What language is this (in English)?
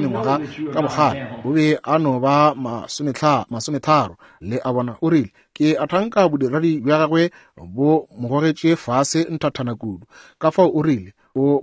Northern Sotho